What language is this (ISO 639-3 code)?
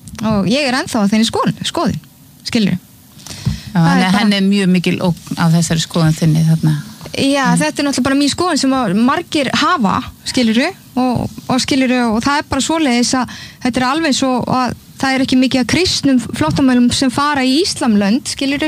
isl